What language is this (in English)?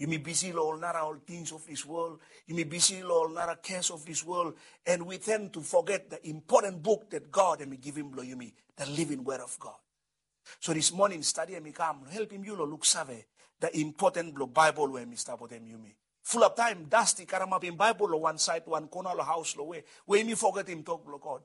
Bislama